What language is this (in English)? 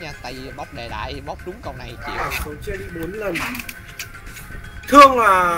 Vietnamese